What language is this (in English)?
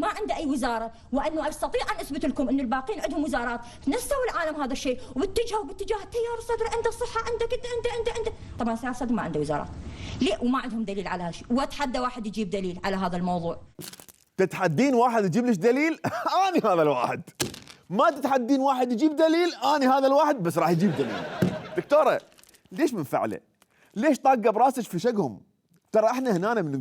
Mesopotamian Arabic